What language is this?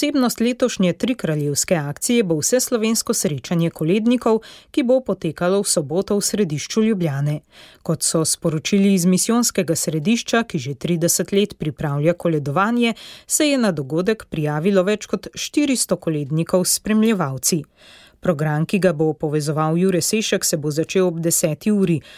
Slovenian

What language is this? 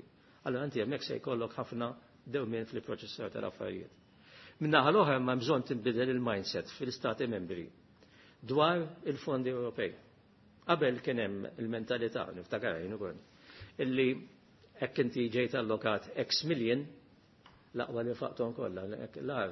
Maltese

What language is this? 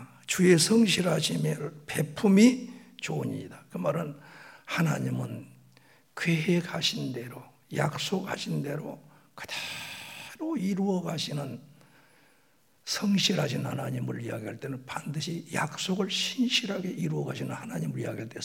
Korean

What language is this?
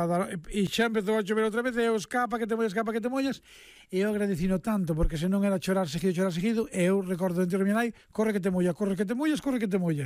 Galician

